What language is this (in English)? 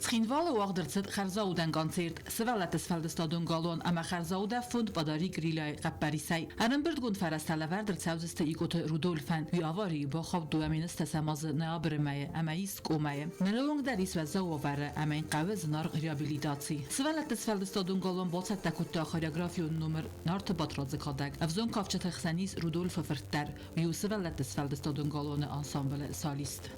Ossetic